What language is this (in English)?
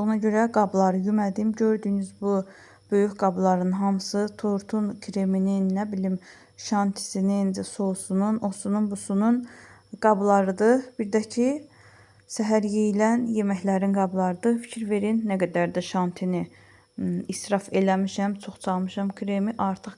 Azerbaijani